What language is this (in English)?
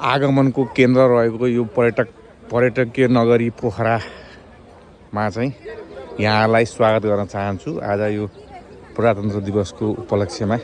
Nepali